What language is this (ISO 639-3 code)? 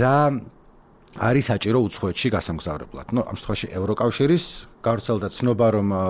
kat